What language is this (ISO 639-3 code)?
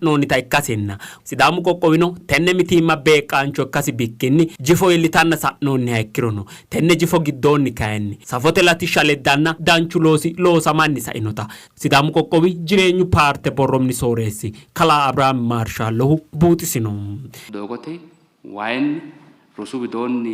sid